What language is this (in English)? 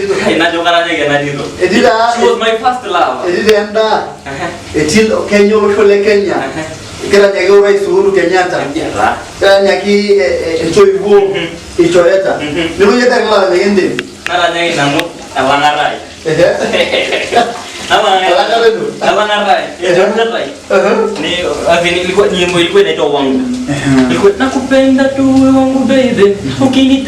Masai